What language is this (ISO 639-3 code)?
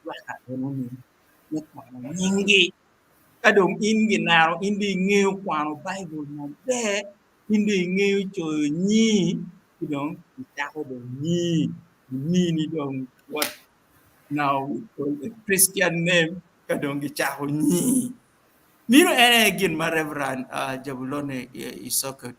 ach